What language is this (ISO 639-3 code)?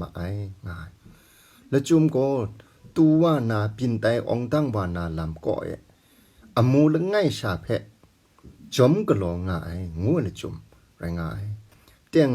kac